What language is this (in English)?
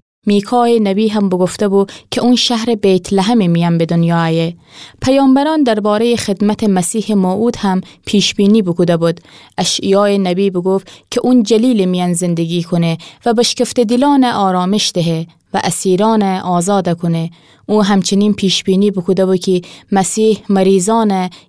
Gilaki